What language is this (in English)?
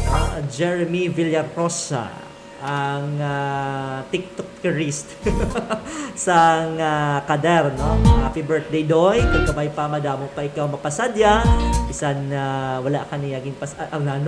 Hiligaynon